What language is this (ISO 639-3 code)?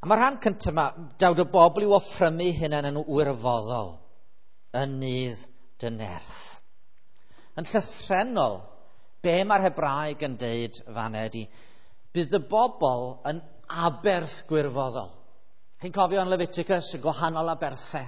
cym